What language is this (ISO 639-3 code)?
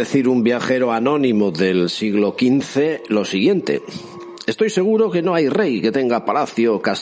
spa